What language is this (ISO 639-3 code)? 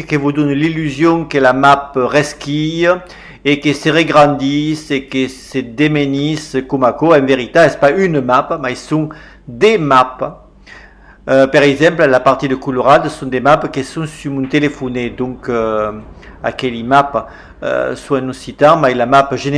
oci